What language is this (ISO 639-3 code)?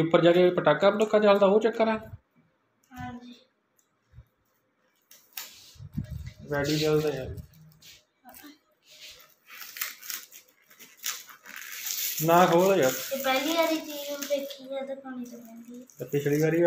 pan